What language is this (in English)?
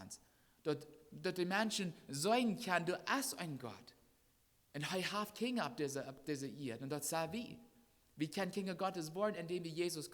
Plautdietsch